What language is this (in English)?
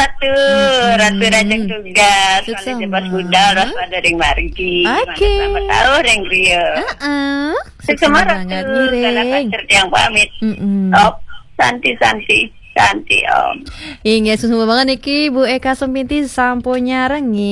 Balinese